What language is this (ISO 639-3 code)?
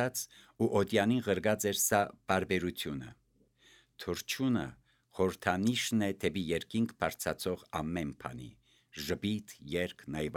hye